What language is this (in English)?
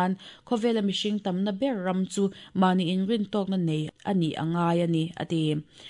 Mizo